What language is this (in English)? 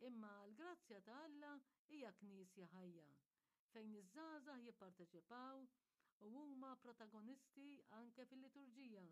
Maltese